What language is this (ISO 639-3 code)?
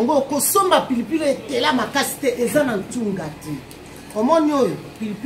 lin